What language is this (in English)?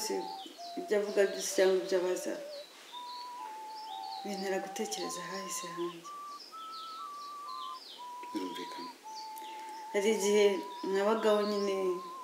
Kinyarwanda